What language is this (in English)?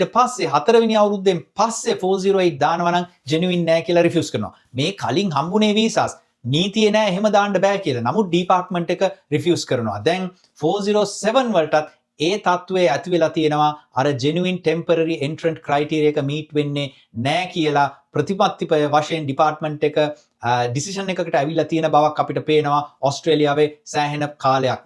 Sinhala